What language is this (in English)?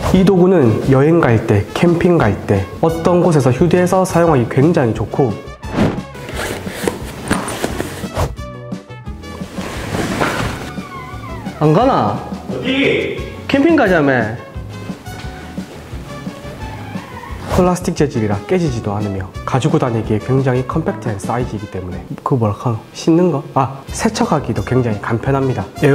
Korean